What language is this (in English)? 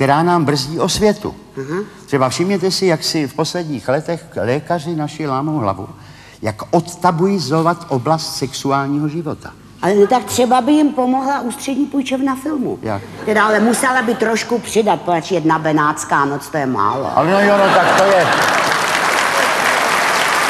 Czech